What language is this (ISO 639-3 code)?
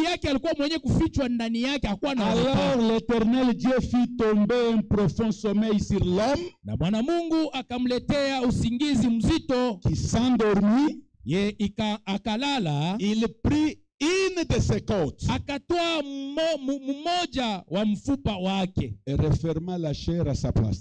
swa